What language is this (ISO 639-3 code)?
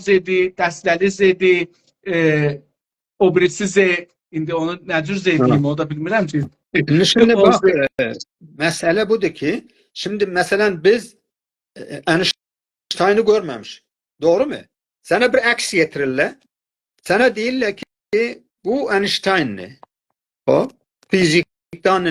azb